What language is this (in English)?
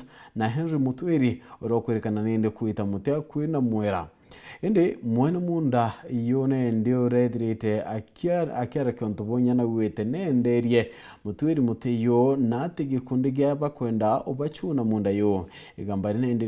Meru